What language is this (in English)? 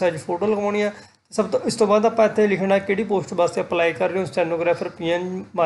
Punjabi